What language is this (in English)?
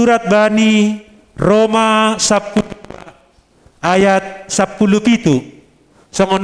Batak Simalungun